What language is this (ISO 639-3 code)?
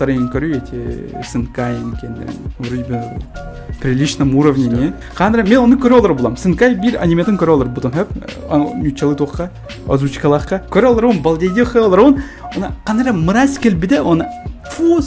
sah